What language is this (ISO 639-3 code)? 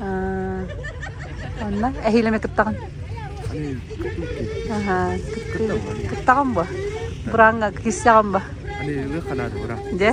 sah